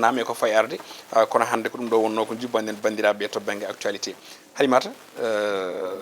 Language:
Fula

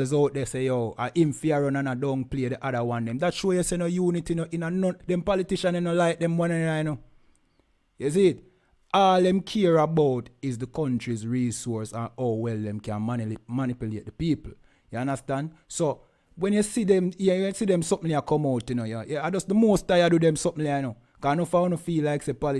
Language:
Jamaican Creole English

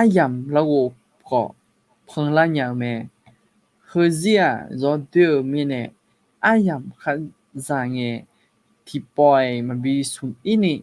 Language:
Akha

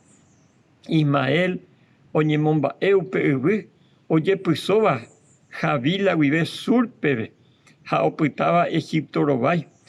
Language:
Guarani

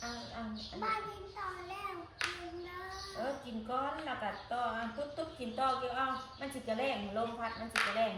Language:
Northeastern Thai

